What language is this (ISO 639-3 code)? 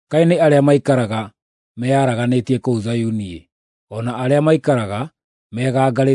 kik